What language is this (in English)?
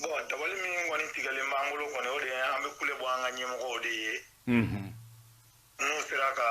Bambara